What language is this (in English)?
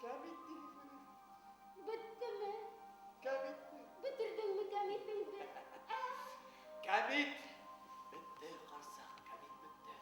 Bashkir